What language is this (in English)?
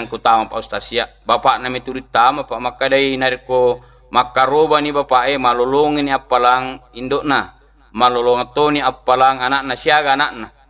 Buginese